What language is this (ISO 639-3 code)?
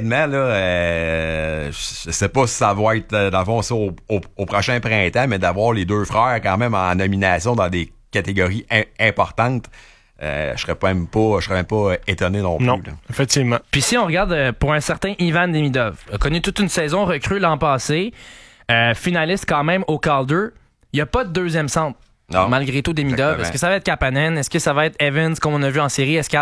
fra